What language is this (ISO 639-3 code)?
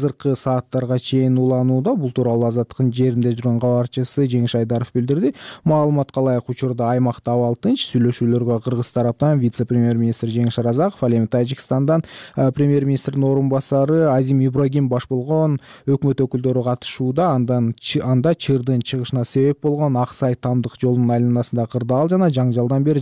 kir